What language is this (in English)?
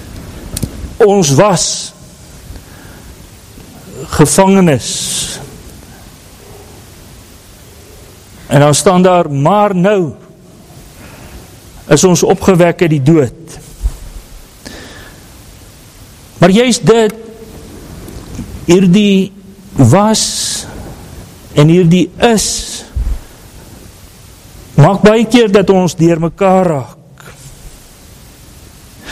Afrikaans